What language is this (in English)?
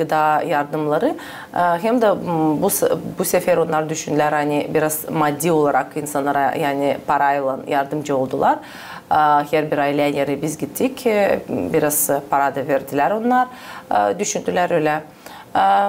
Gagauz